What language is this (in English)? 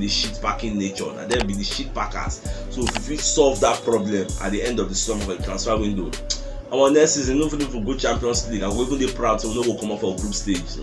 Nigerian Pidgin